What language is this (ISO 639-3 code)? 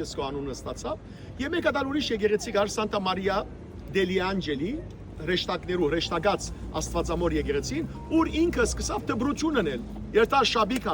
hyw